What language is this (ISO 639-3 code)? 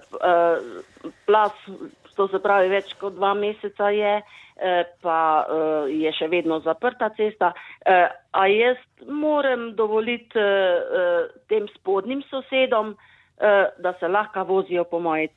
slv